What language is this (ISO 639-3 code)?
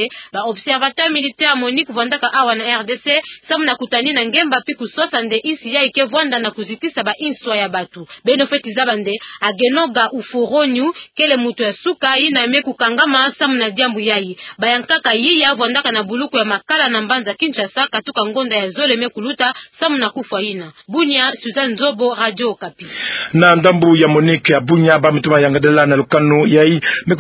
ktu